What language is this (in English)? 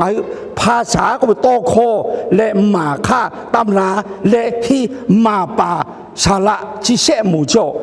Lahu